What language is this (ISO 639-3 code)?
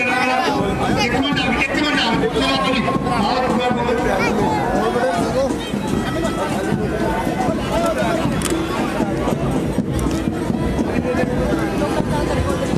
pan